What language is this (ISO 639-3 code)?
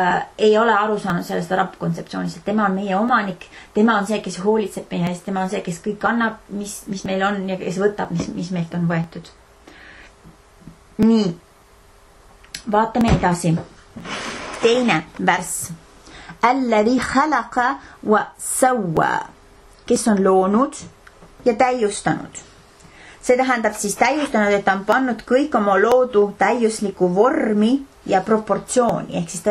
est